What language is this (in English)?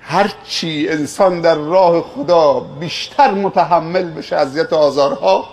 Persian